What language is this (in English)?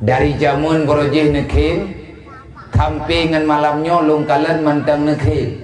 Achinese